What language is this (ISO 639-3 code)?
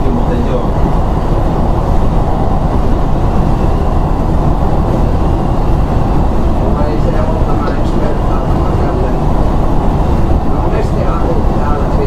fin